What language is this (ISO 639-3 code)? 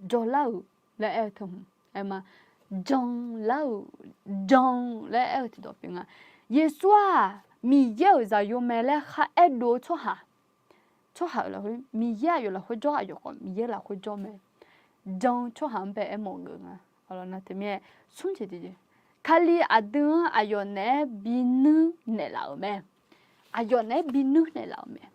ahk